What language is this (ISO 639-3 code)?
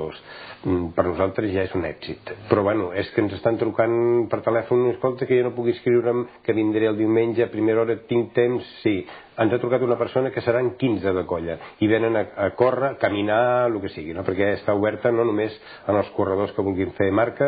cat